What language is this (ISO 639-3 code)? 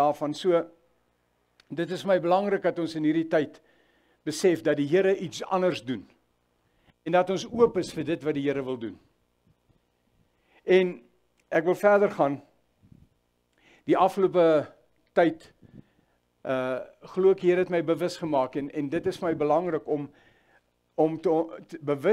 afr